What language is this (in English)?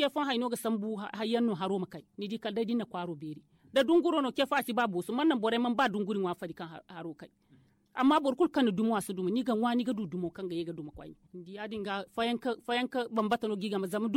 Zarma